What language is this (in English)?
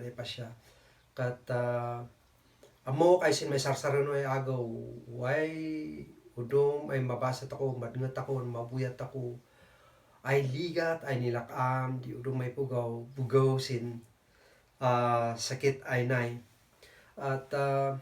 Kankanaey